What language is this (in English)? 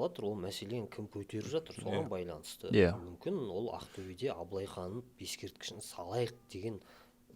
Kazakh